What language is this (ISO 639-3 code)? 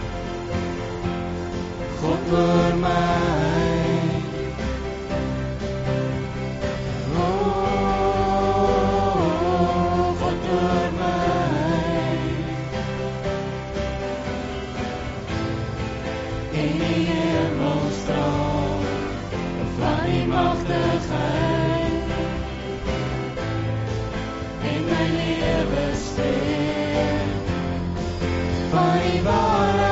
afr